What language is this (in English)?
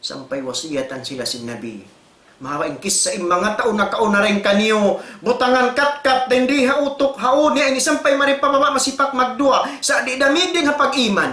Tausug